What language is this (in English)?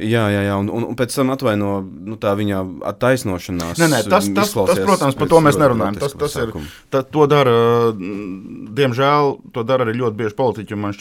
Latvian